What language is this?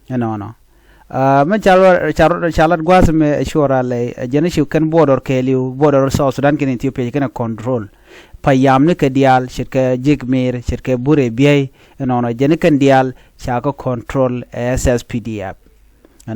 Nuer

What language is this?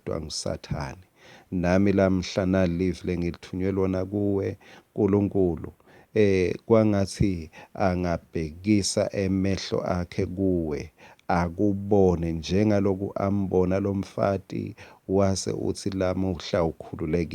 Swati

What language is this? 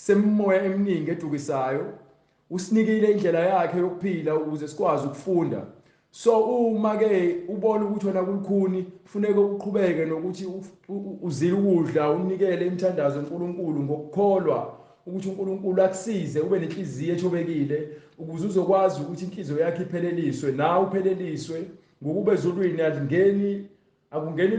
Zulu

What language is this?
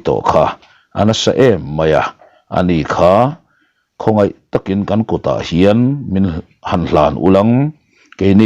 Mizo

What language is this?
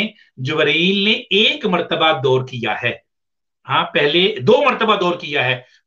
Urdu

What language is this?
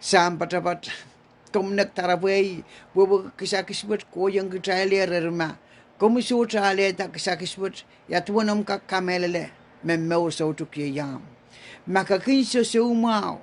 Pohnpeian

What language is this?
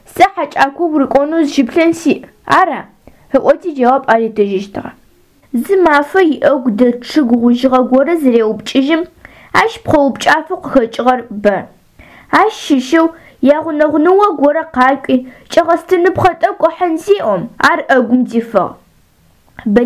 Adyghe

